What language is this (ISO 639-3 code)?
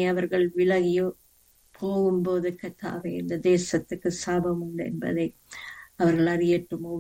tam